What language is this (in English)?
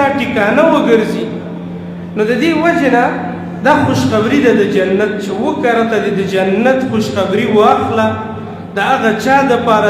Pashto